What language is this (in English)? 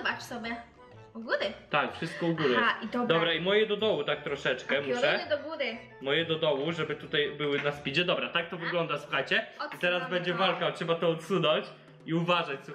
Polish